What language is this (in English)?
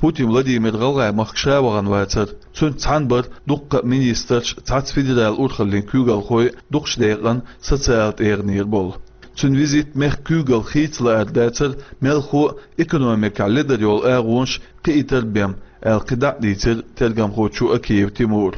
Chechen